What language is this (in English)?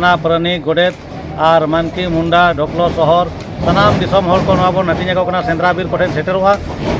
Santali